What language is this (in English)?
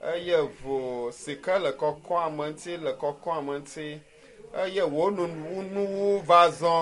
Ewe